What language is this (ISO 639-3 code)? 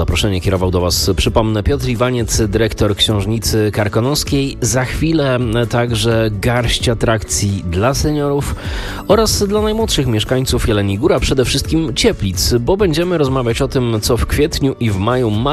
pol